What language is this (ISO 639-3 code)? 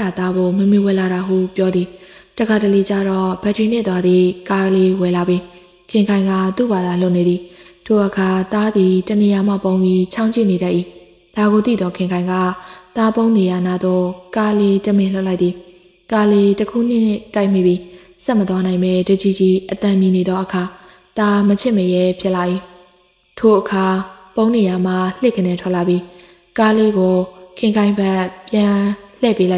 mya